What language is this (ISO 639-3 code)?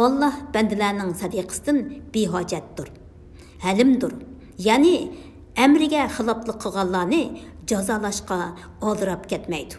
uig